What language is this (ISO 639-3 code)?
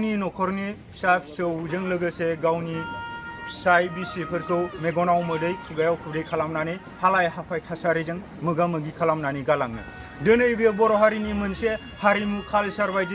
brx